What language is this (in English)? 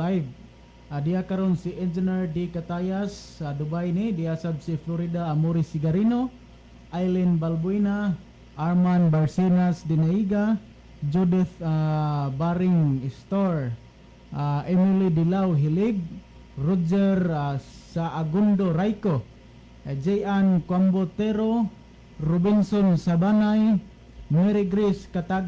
Cebuano